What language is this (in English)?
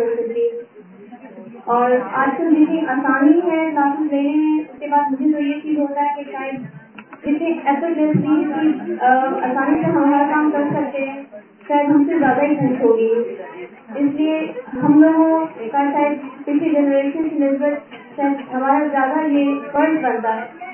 Urdu